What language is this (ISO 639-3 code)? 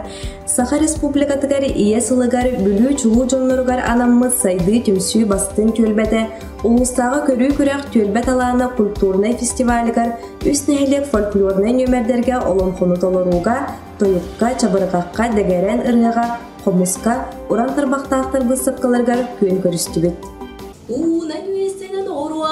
sah